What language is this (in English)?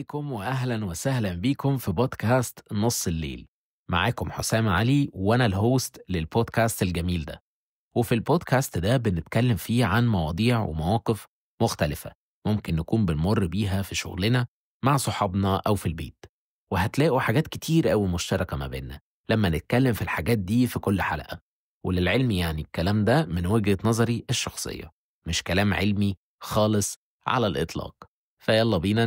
Egyptian Arabic